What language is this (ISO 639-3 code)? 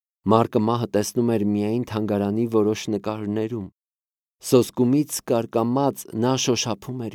hye